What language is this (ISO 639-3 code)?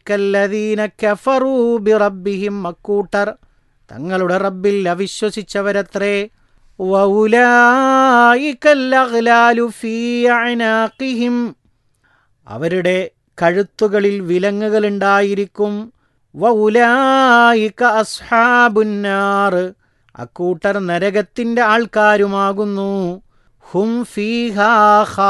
mal